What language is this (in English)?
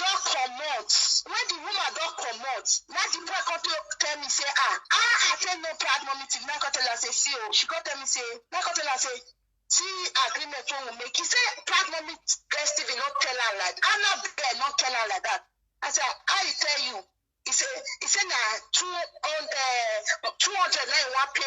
Nigerian Pidgin